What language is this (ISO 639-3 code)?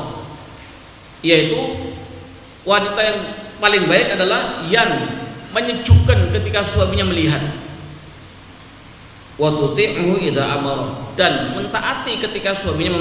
ind